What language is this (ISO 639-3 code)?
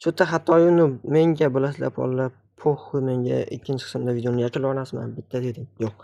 uzb